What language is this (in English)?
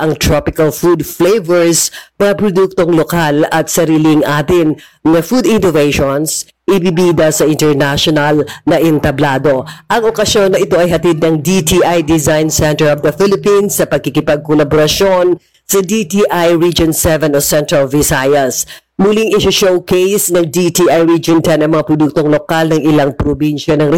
Filipino